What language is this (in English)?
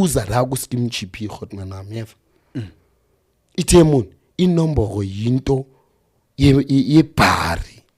Zulu